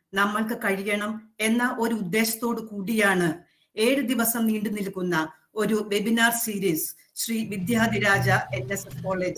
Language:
Malayalam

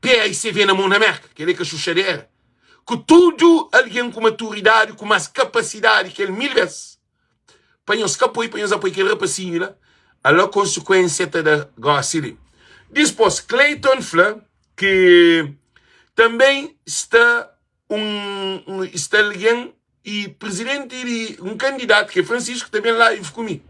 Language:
Kabuverdianu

